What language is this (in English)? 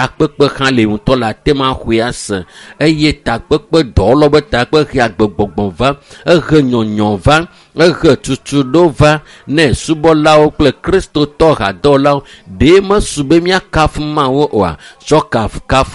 Ewe